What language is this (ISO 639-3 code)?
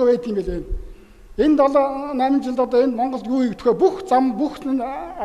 mon